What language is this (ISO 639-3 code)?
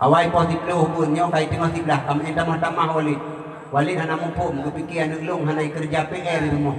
ace